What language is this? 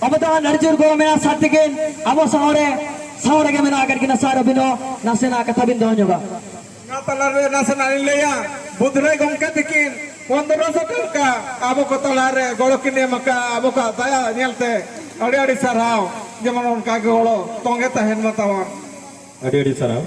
Santali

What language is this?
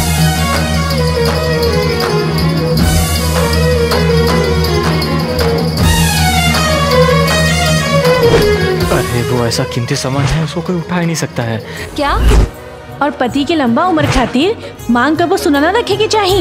Bhojpuri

